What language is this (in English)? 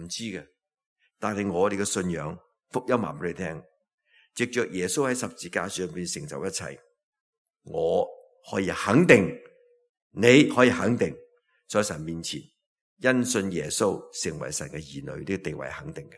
Cantonese